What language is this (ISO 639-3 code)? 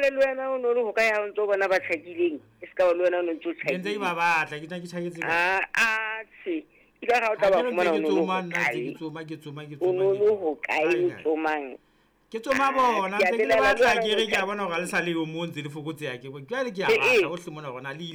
sot